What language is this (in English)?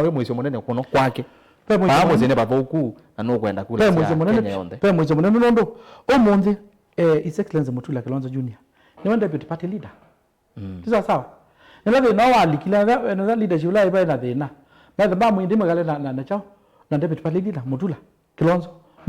Kamba